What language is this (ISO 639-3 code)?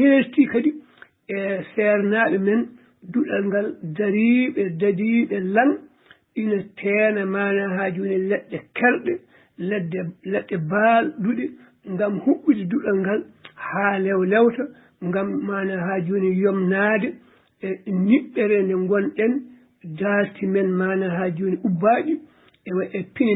ful